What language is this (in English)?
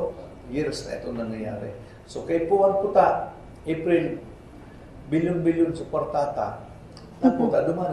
Bikol